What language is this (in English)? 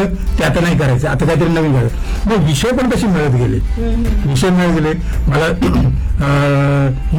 Marathi